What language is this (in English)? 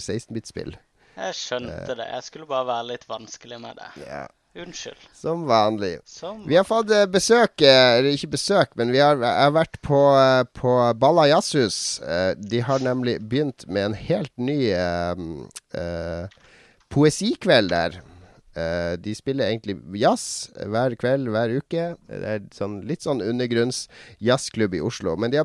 Norwegian